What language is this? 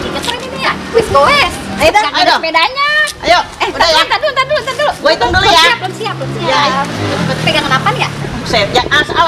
Betawi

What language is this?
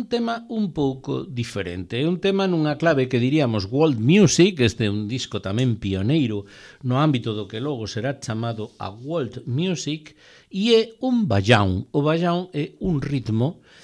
Galician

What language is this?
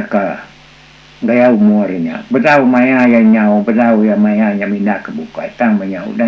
Iban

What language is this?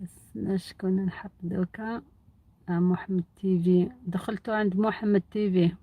Algerian Arabic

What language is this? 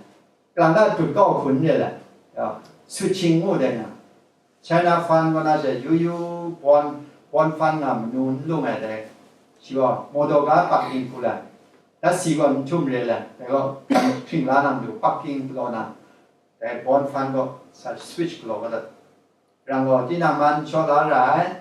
Kachin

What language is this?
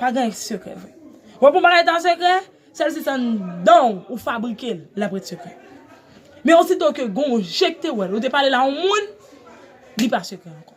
Haitian Creole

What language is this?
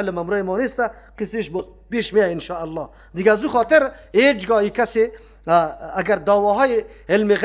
Persian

